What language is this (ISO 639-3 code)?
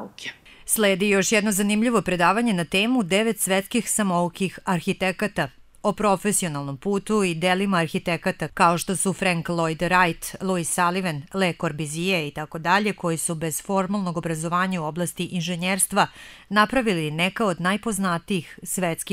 srp